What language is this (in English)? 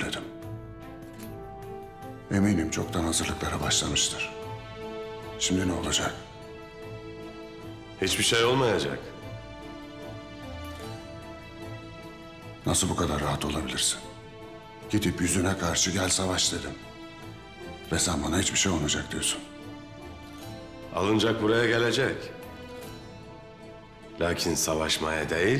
Turkish